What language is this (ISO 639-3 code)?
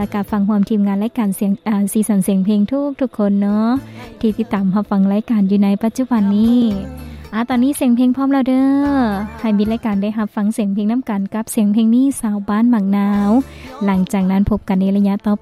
lao